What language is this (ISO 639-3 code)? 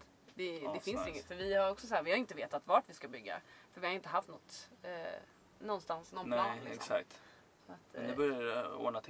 swe